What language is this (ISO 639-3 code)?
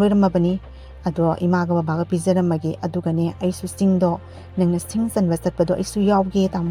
mni